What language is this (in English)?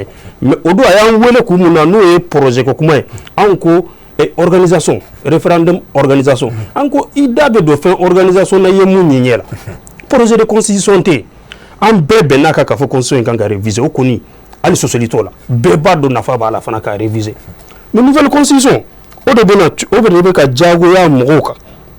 Bambara